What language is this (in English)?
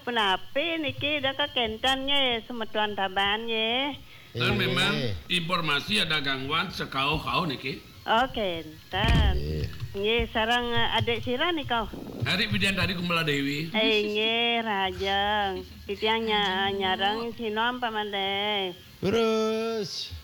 Balinese